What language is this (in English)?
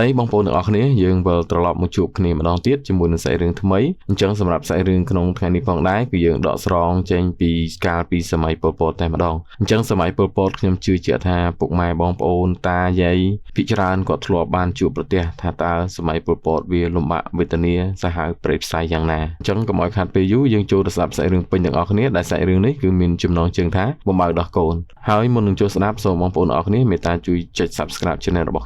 Khmer